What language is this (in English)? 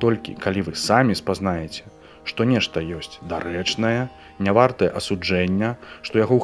Belarusian